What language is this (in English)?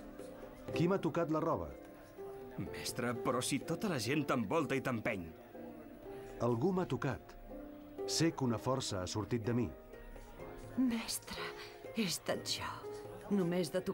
Catalan